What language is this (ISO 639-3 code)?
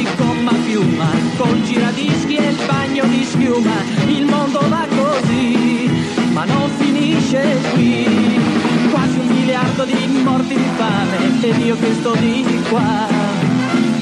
ita